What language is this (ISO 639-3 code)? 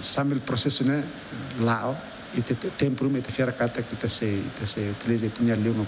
tet